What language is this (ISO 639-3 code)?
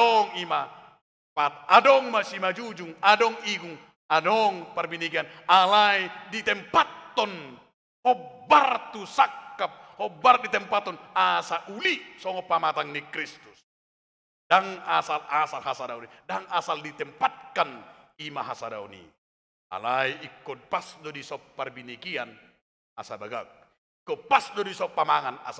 bbc